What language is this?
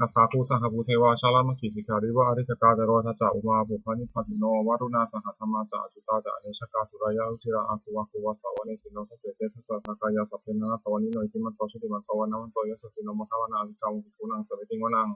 Pali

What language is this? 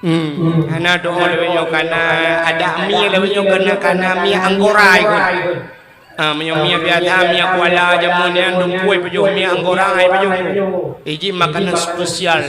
Achinese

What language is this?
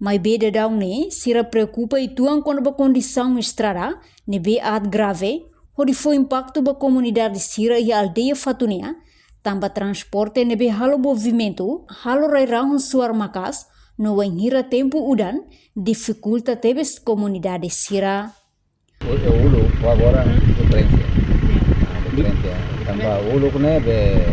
Tetum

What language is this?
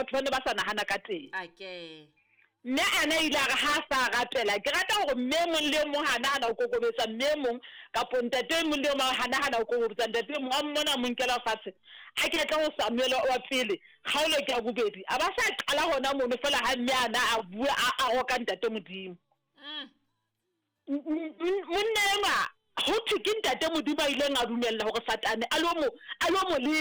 Southern Sotho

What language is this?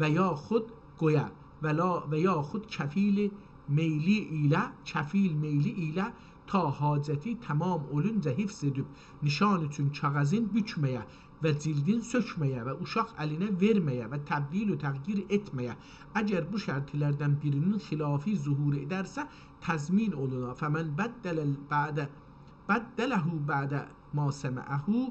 South Azerbaijani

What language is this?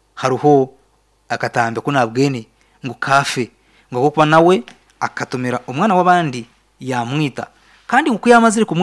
Nyankole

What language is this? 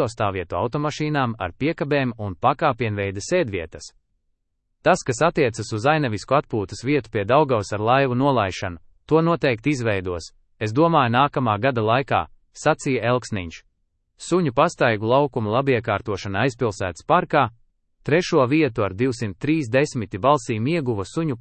Latvian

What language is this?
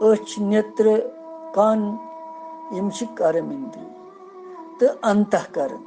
Kashmiri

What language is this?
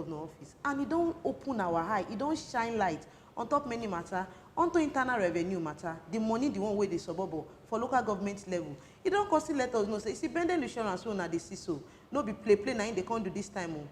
Nigerian Pidgin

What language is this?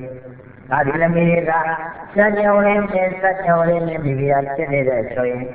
Burmese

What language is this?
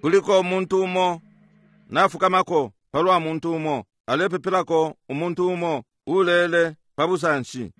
Bemba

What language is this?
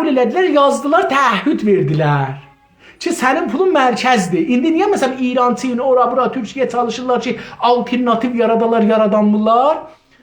South Azerbaijani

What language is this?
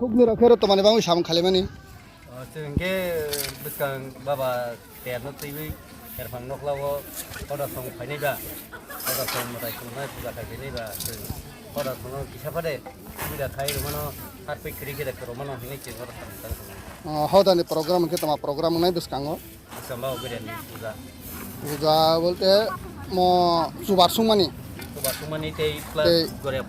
Kok Borok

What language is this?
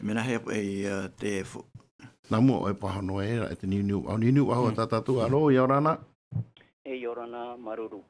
Tahitian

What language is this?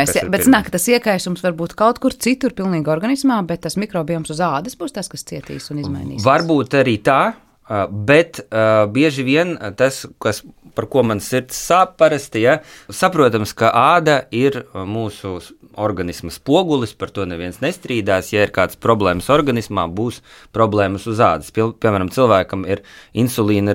Latvian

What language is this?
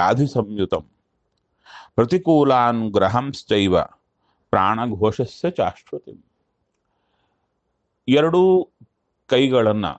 Kannada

